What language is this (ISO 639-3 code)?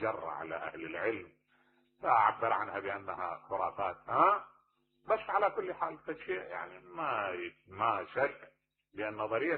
acm